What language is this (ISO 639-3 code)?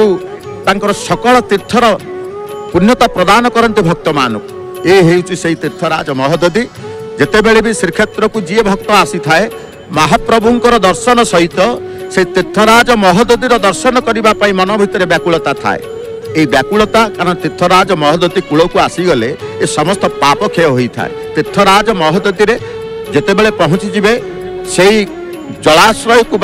ori